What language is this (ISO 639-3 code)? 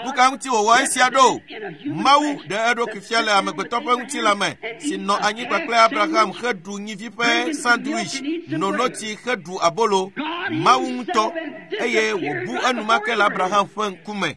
ewe